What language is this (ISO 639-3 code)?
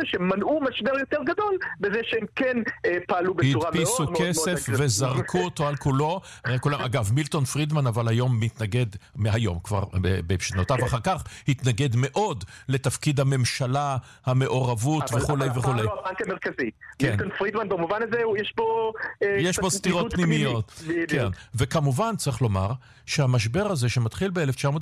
heb